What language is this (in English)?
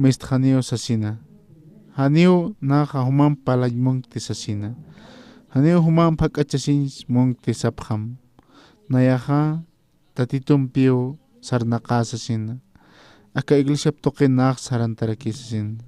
Aymara